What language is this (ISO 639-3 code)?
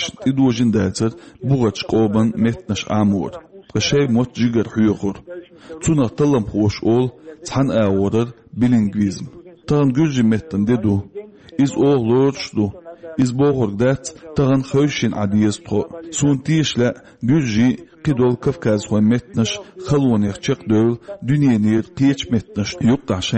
che